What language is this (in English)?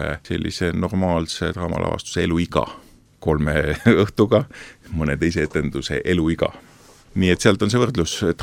Estonian